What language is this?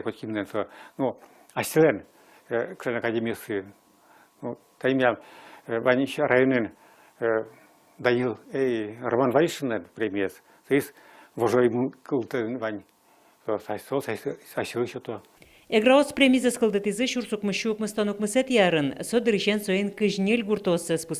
Udmurt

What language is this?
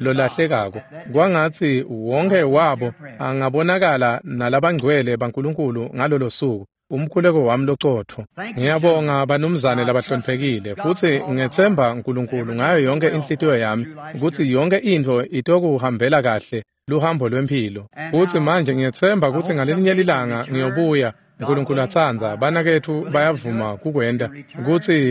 Swati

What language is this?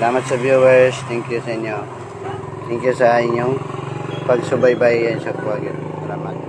Cebuano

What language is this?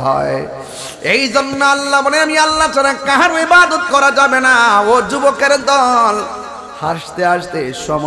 Bangla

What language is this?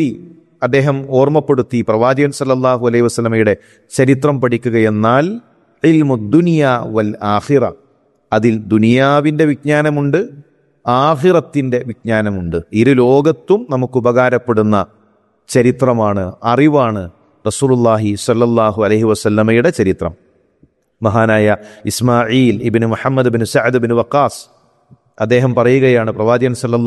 Malayalam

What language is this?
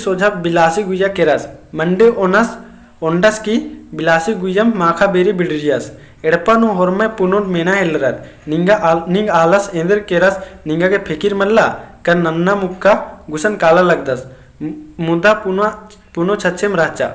Kurukh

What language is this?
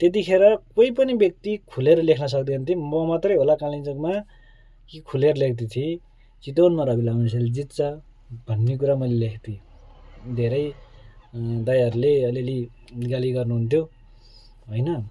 Nepali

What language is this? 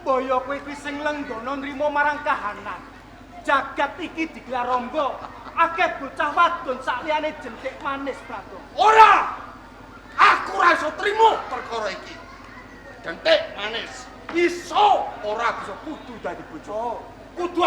Javanese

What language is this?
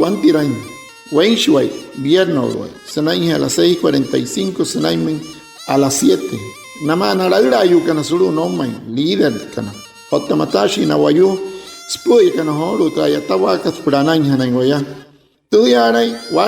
Wayuu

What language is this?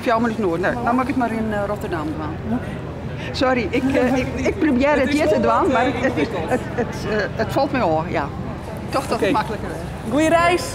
Western Frisian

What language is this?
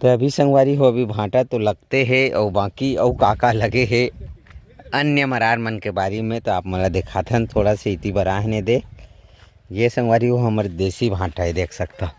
Chhattisgarhi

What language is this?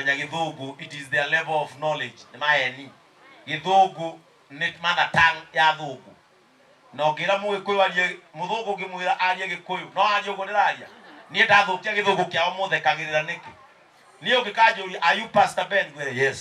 Kikuyu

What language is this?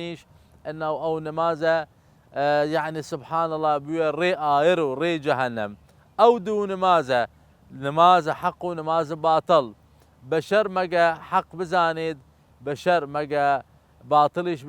Southern Kurdish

